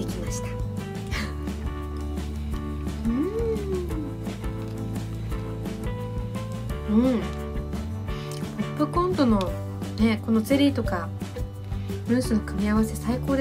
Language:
Japanese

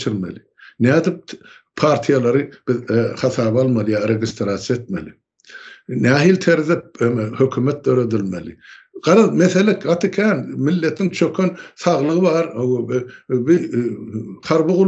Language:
Turkmen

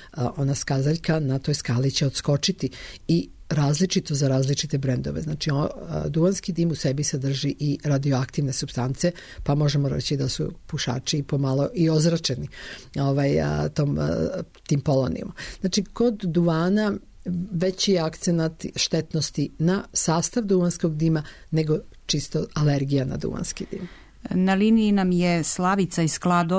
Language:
Serbian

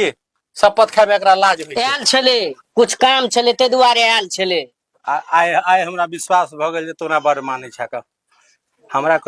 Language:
Maithili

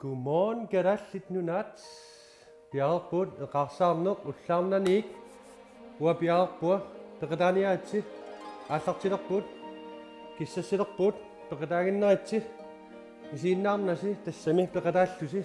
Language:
Kalaallisut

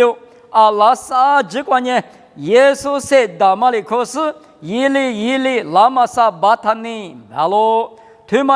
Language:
Lisu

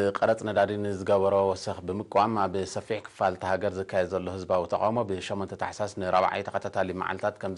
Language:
Tigrinya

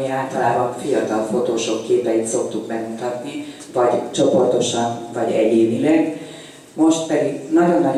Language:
Hungarian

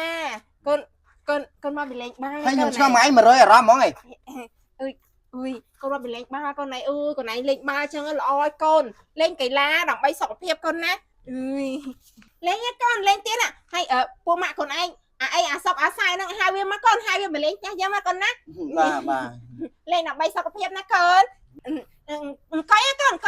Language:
Khmer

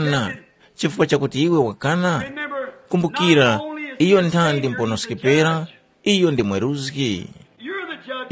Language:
Tumbuka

